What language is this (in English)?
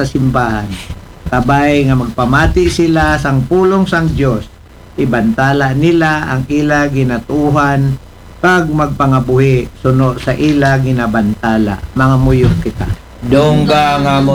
Aklanon